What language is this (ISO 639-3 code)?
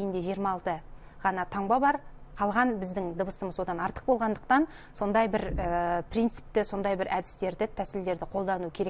kaz